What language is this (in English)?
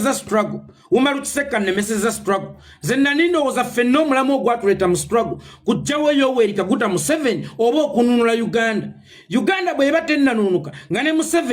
Ganda